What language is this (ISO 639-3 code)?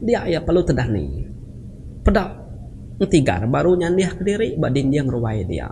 iba